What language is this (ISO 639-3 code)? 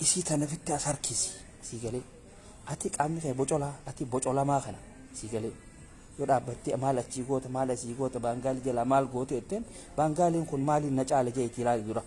orm